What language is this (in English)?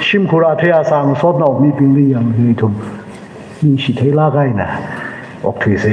Tangkhul Naga (India)